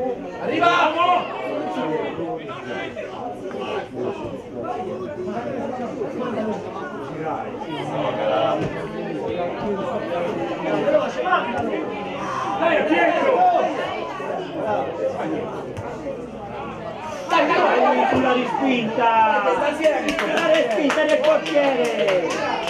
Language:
Italian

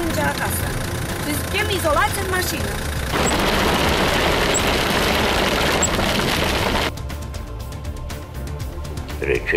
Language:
Romanian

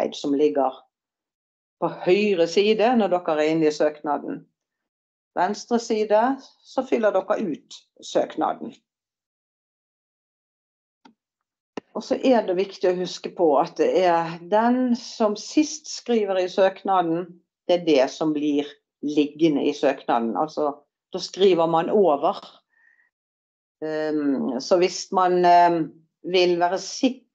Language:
Norwegian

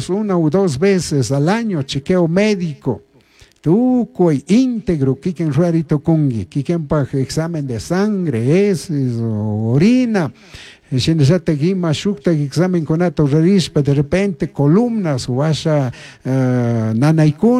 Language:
Chimborazo Highland Quichua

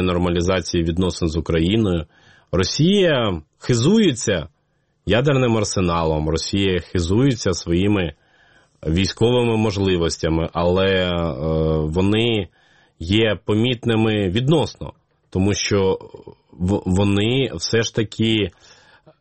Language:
Ukrainian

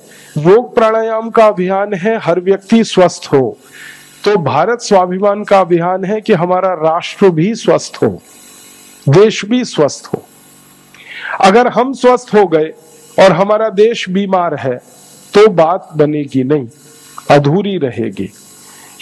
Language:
Hindi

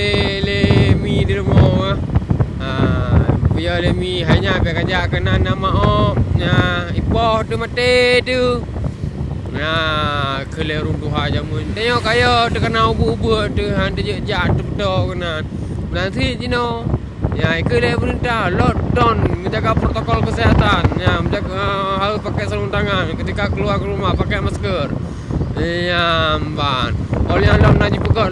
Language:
Achinese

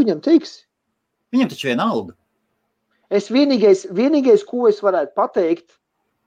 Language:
Latvian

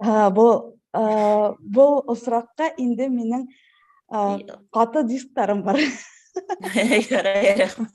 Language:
Bashkir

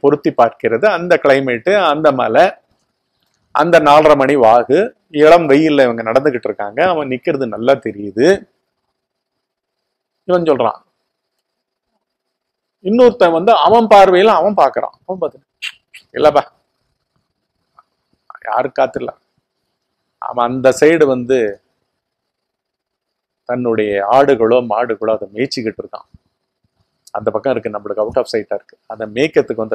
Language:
Tamil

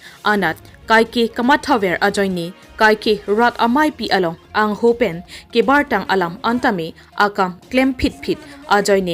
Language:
Karbi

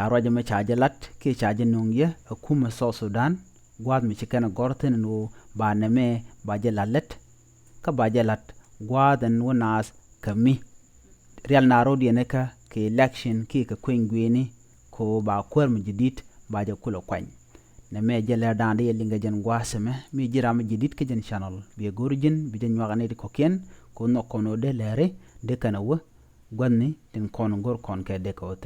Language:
Nuer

